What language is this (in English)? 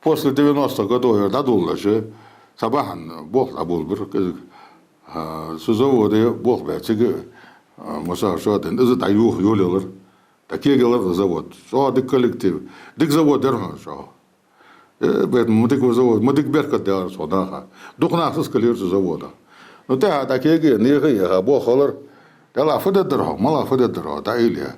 Ingush